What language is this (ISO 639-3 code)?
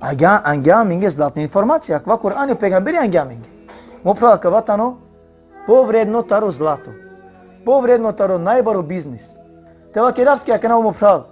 rmn